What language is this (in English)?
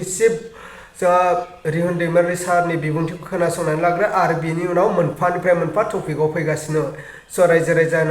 Bodo